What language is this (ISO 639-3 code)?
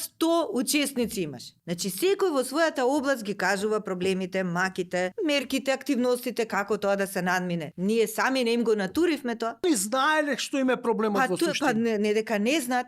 mkd